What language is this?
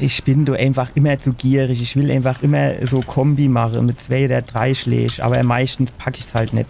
Palatine German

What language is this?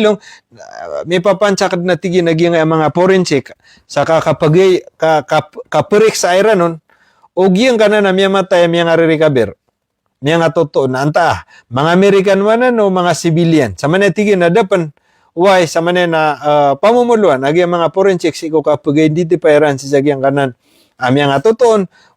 Maranao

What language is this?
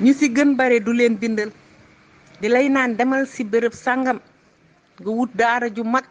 Wolof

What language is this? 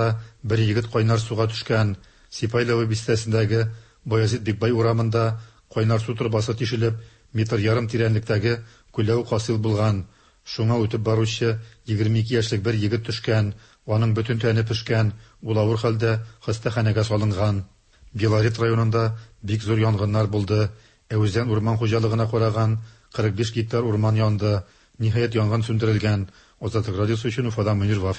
Tatar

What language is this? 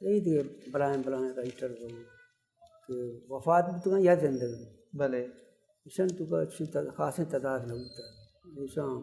Baluchi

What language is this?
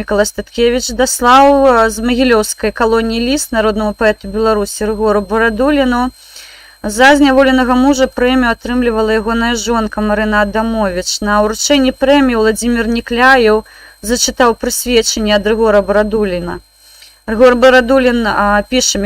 Belarusian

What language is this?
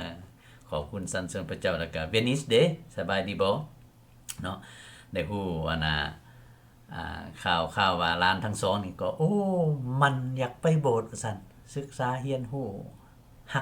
Lao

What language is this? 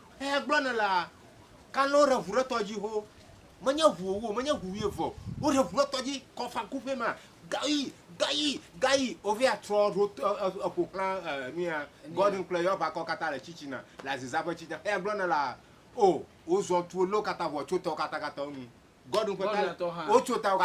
Ewe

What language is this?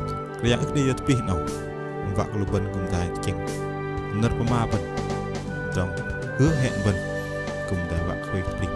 Bahnar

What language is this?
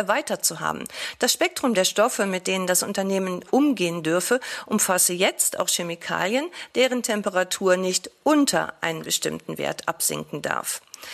German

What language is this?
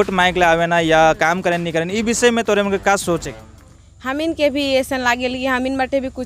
Sadri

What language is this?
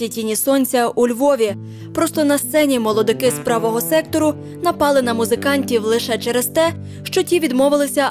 Ukrainian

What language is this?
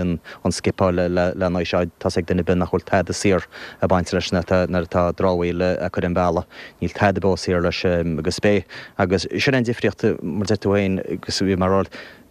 Irish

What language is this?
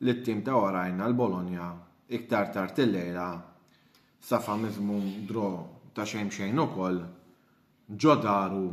Maltese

